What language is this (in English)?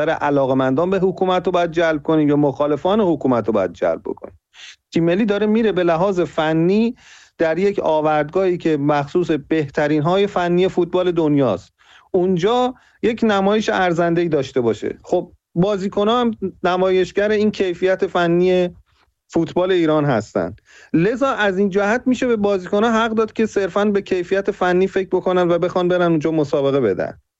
Persian